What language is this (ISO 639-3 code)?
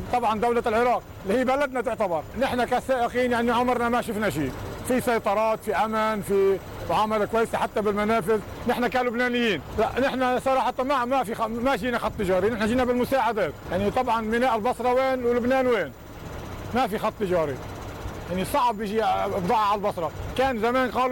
acm